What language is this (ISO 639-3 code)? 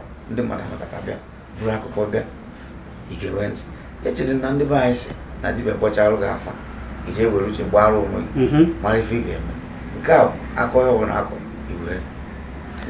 ibo